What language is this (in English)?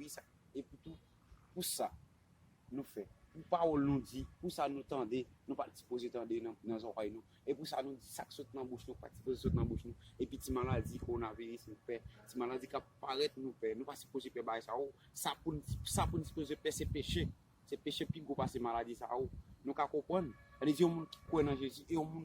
Haitian Creole